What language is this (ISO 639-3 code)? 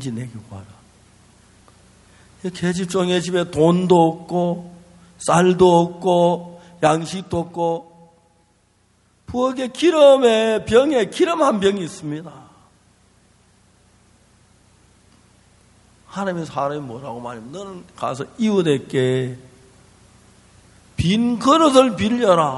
kor